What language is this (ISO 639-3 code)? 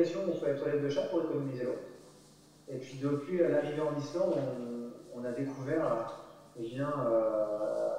fra